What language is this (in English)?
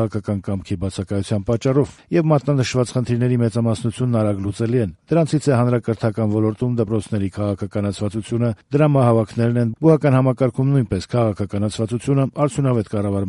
Armenian